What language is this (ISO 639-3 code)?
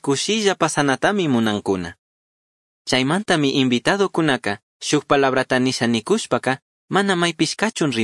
qug